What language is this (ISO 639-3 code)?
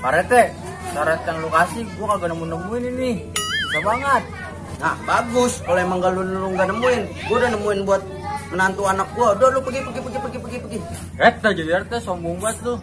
bew